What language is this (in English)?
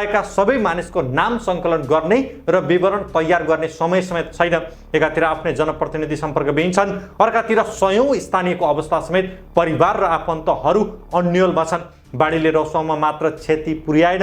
Nepali